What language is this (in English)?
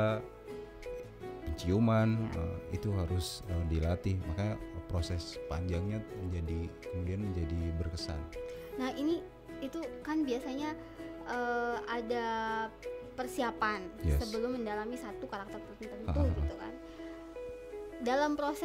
Indonesian